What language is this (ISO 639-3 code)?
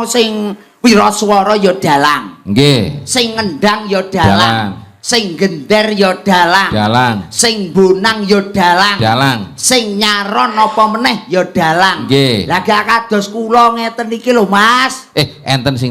jav